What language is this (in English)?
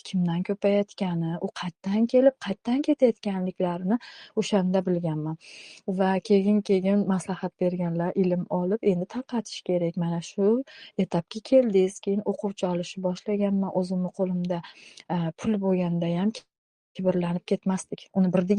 Uzbek